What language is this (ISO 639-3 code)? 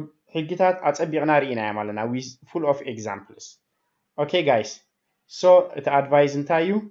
tir